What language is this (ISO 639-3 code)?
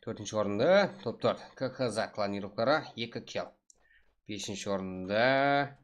kaa